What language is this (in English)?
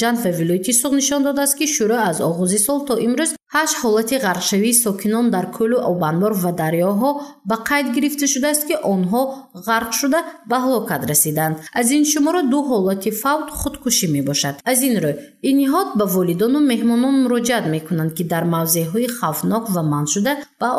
Tajik